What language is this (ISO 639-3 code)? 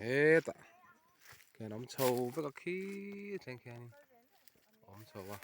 lus